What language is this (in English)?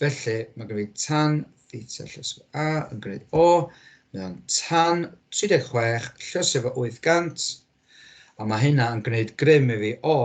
Welsh